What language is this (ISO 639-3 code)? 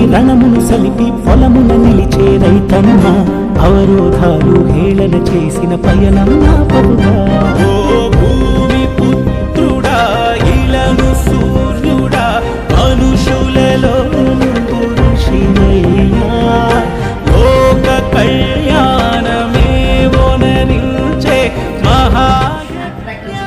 tel